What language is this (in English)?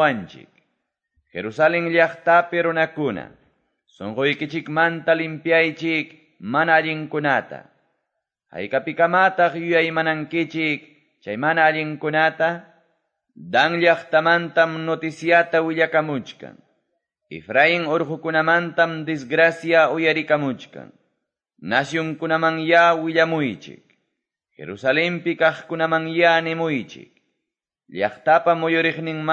Quechua